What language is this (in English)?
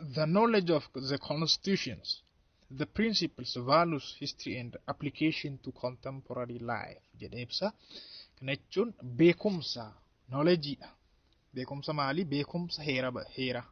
Oromo